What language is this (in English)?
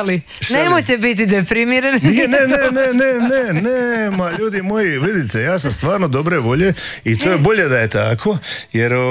Croatian